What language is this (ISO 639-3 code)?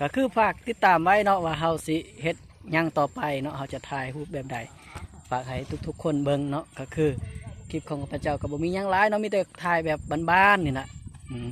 lao